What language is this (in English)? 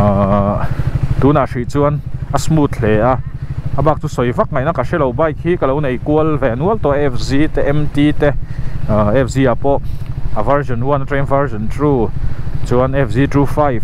Mizo